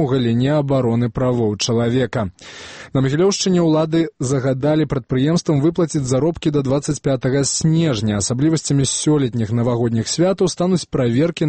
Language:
Belarusian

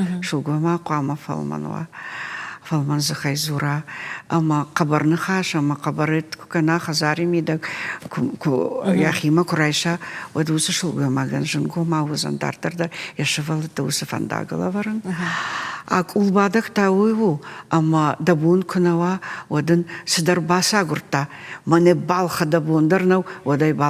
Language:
Ossetic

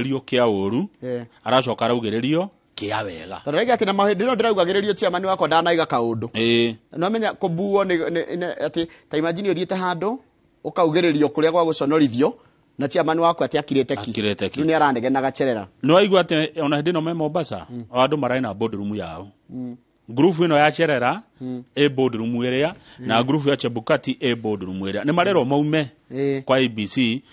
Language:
Kikuyu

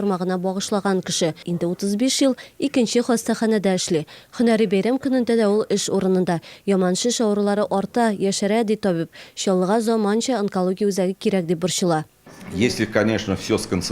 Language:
Tatar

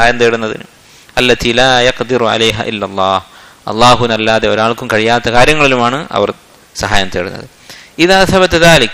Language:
Malayalam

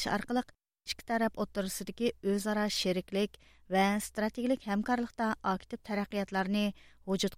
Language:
Uyghur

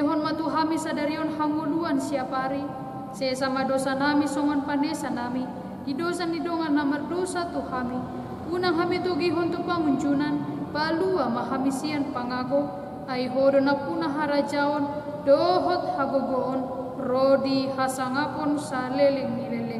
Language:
Batak Toba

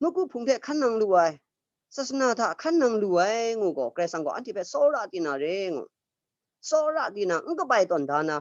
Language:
Kachin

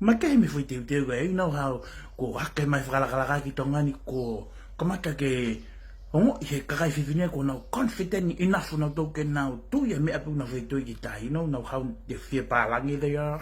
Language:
Tongan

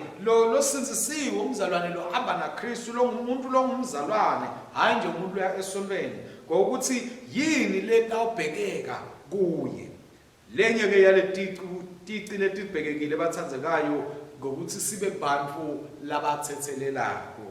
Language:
Swati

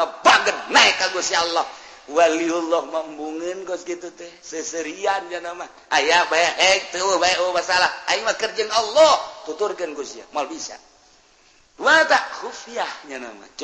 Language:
Sundanese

